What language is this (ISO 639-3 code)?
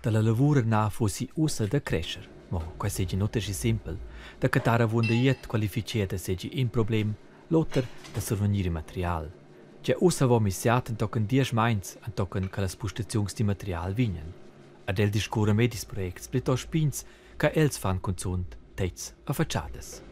roh